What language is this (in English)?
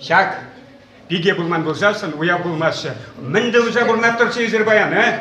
Chuvash